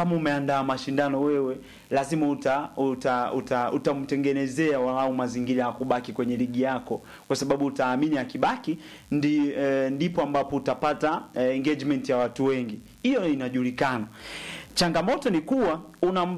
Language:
Swahili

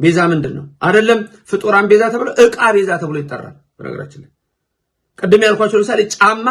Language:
Amharic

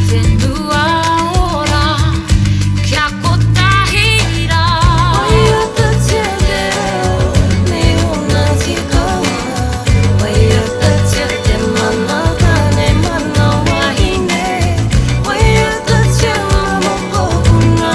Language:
Māori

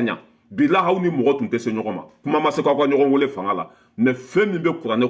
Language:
Bambara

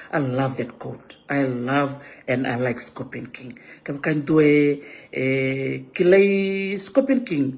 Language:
Fijian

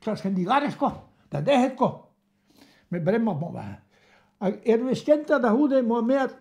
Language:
Breton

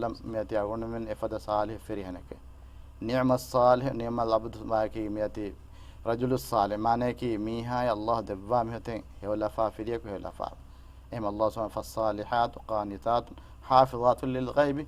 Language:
Divehi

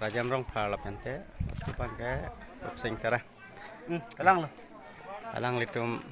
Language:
Karbi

